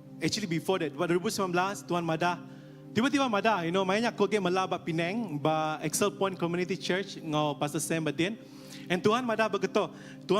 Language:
Iban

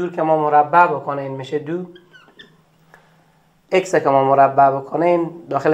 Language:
Persian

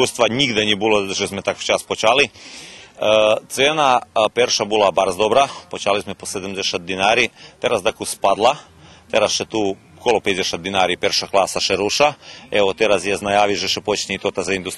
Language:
Rusyn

